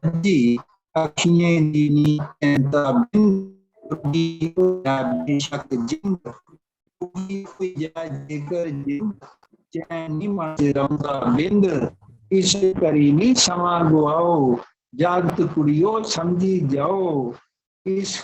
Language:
Dogri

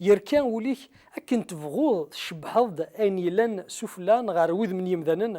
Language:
Kabyle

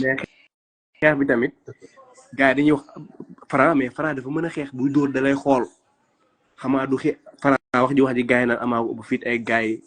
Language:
Wolof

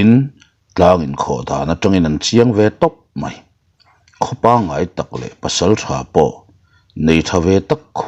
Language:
Mizo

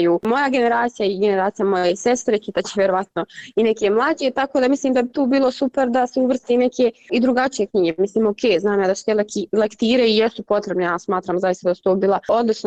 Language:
Bosnian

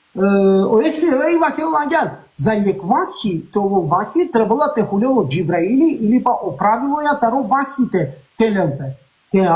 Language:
Balkan Romani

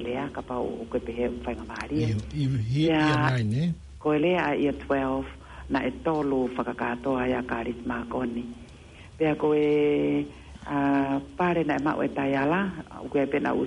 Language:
Tongan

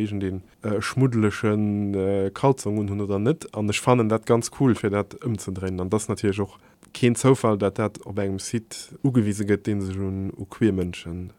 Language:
Luxembourgish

